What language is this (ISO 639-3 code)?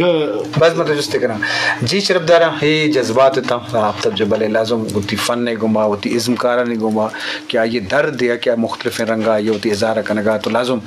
bgp